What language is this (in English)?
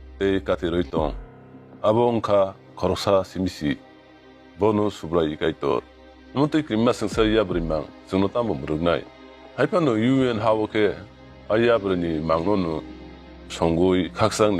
Kok Borok